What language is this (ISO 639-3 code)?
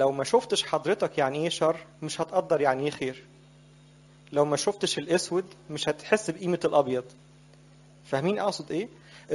arz